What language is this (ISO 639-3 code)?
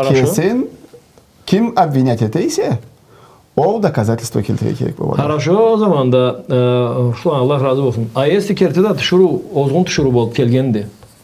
krc